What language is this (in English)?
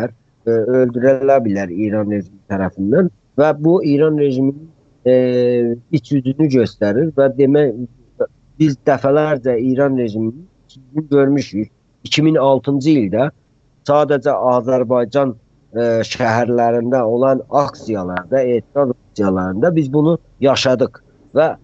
South Azerbaijani